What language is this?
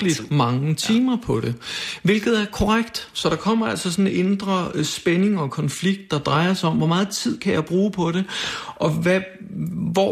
Danish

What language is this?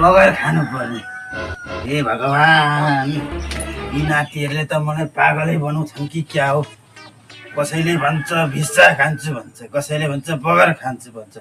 Nepali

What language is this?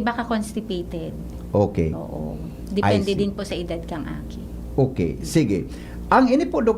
Bikol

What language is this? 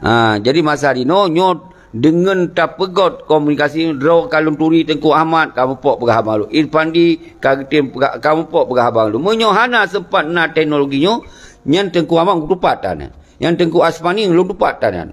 Achinese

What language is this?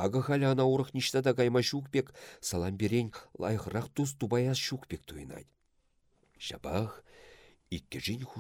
Chuvash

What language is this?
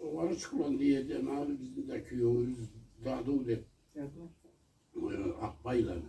Karachay-Balkar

